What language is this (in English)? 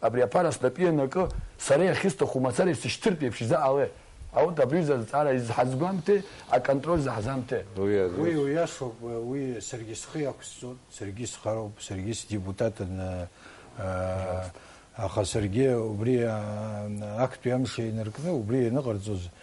Abkhazian